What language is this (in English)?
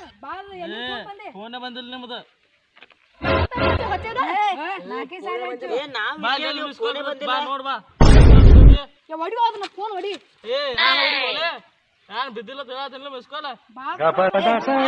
Kannada